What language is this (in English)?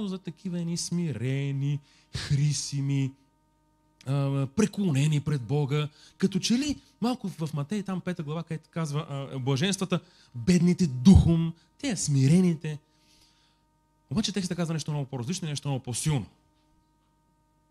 Bulgarian